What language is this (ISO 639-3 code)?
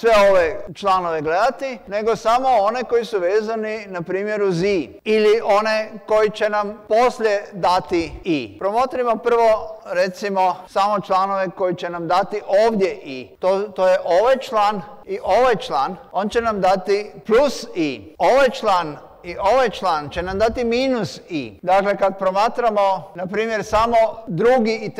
hrv